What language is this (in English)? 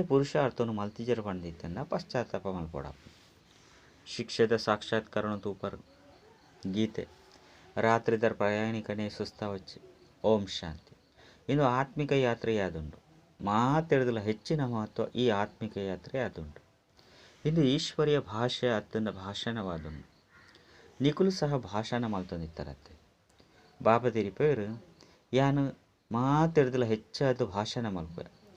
Tulu